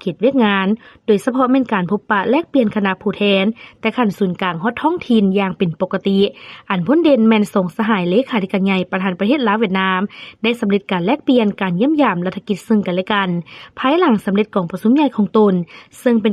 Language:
Lao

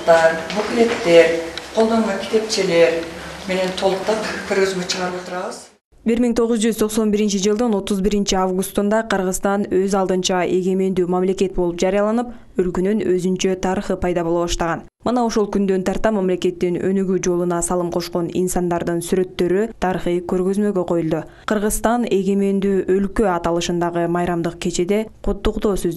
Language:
Kyrgyz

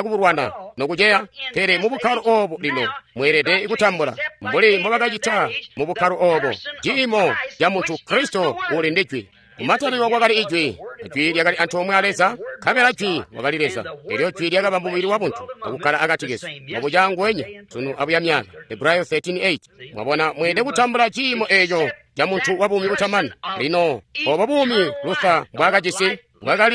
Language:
Tonga (Zambia)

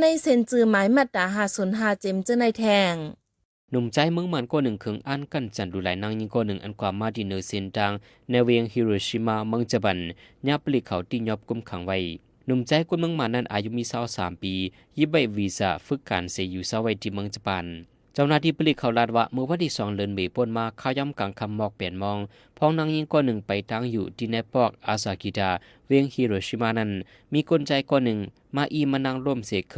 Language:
Shan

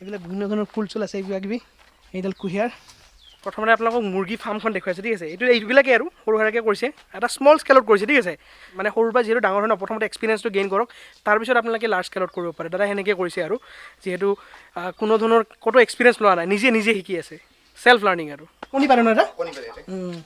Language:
Assamese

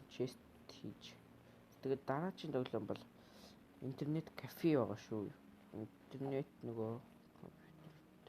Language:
Mongolian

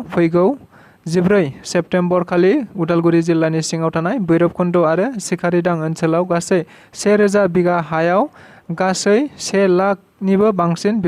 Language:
Bodo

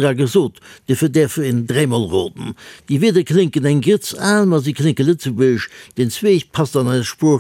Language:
Luxembourgish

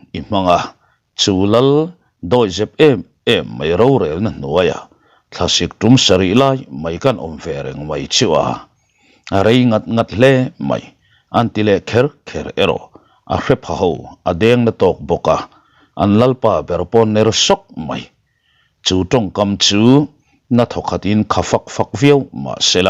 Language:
Mizo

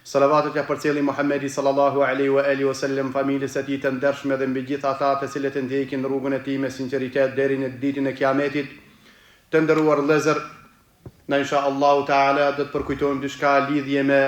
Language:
Albanian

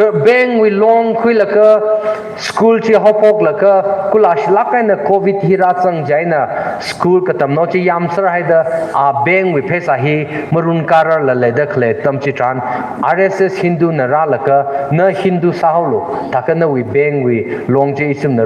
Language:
Tangkhul Naga (India)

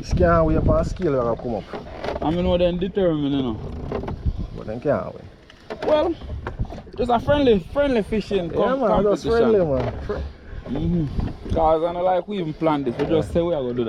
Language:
Jamaican Creole English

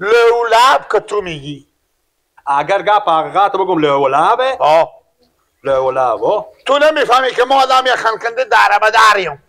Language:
Persian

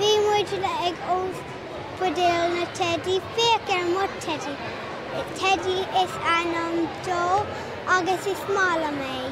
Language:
Irish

